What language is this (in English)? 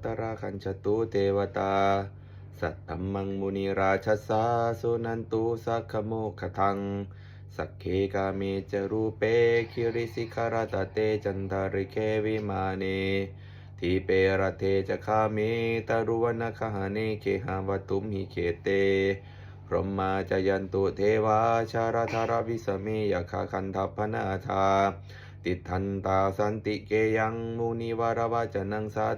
Pali